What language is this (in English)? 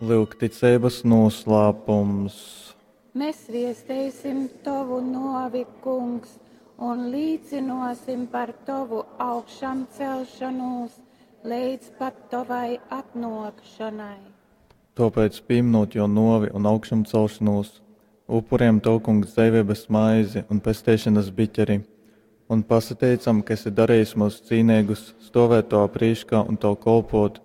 Latgalian